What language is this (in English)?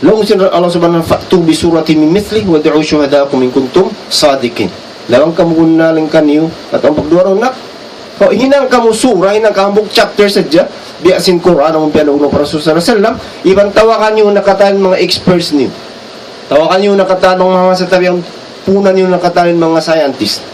Tausug